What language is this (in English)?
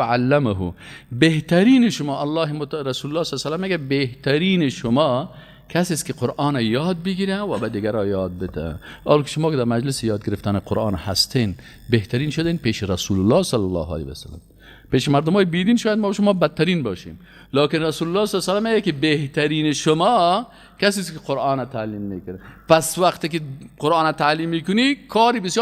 Persian